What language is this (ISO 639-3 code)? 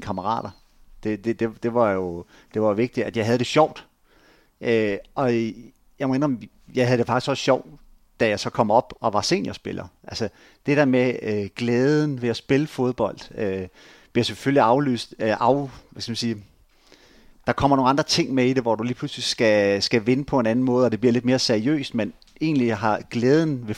dan